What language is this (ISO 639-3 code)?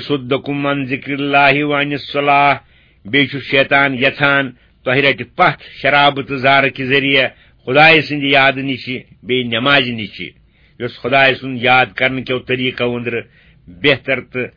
kas